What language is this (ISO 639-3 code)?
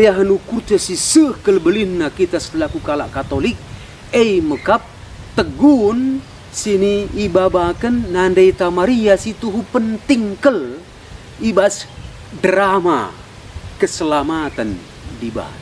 btx